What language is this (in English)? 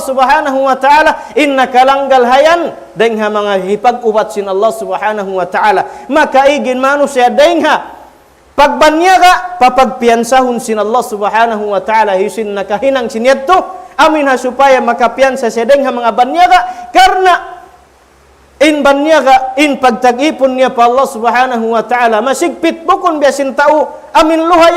Tausug